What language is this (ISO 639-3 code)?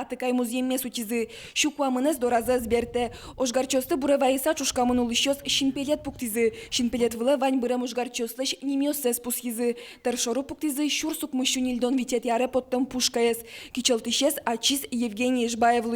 udm